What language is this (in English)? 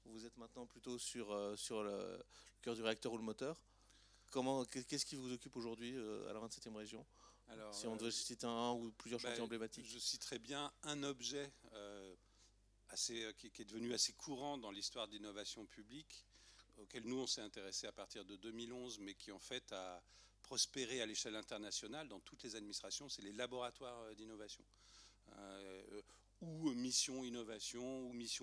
French